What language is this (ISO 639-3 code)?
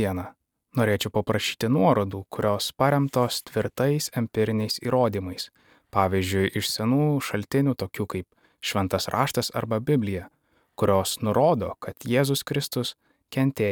lit